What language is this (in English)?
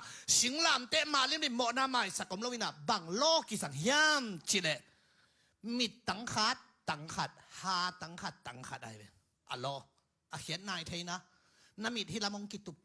Tedim Chin